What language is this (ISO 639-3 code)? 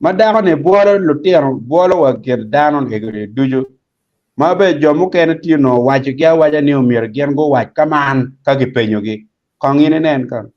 ach